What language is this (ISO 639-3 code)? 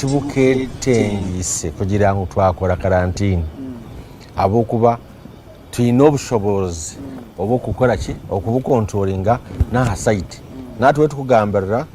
nyn